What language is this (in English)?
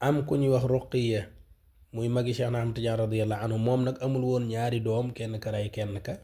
Wolof